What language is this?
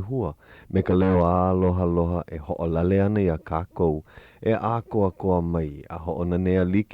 Hawaiian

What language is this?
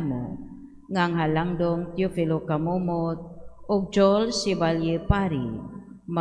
Cebuano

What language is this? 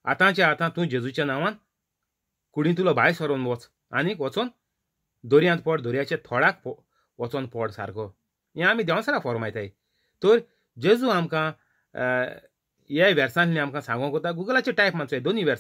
Konkani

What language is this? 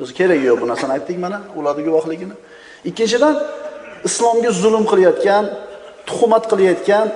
Uzbek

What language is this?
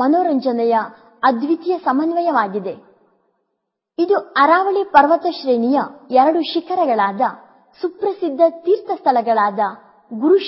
Kannada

